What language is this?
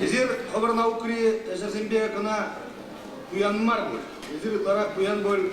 Chuvash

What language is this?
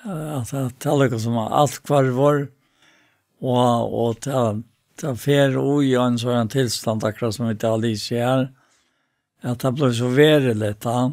Faroese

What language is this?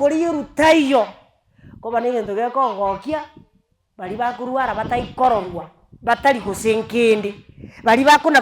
Gusii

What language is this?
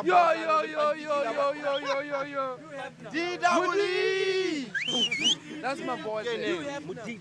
Tswana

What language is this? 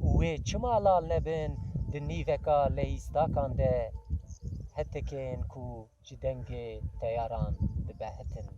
Kurdish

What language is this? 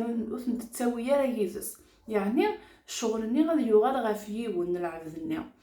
Kabyle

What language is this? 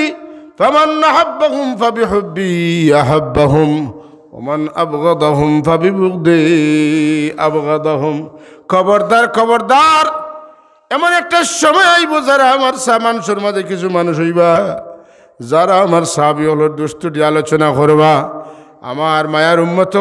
Sylheti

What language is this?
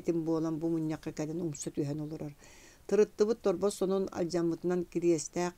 Yakut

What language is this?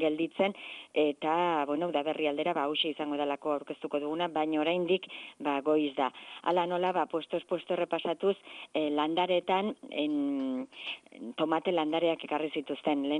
Basque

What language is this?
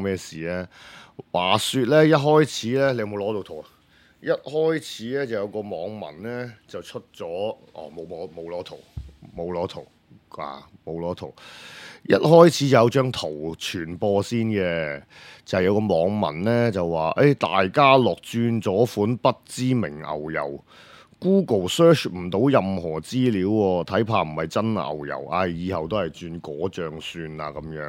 Cantonese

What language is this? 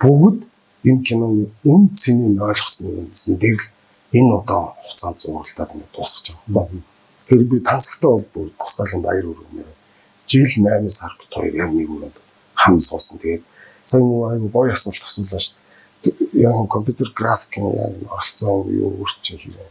Mongolian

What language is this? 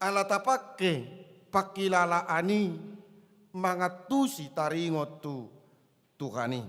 Batak Toba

